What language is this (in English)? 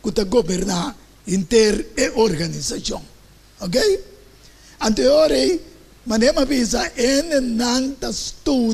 Papiamento